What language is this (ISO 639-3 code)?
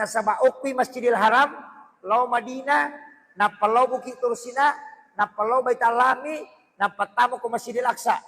bug